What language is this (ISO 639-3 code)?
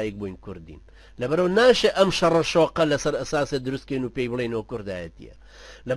ckb